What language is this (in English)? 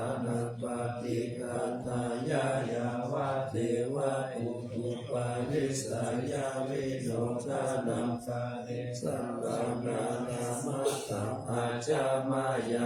Pali